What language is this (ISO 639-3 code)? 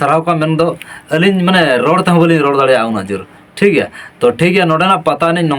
sat